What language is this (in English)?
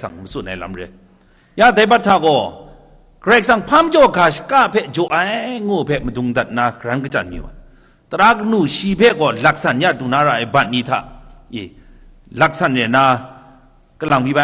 Kachin